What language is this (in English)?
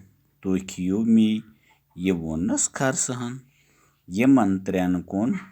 Kashmiri